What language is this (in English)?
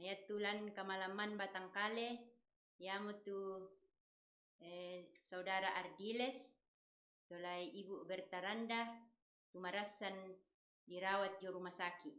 Toraja-Sa'dan